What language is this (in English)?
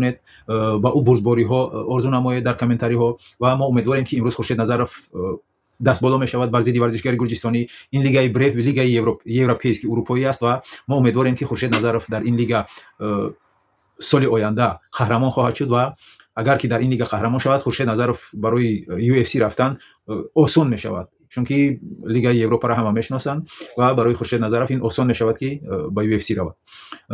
Tajik